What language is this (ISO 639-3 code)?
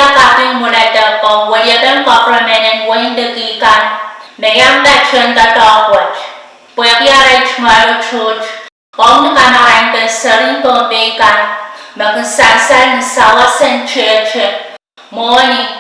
pon